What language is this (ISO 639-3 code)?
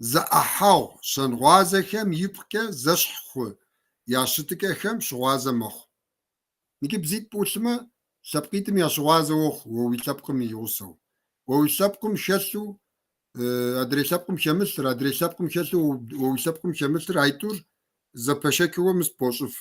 kbd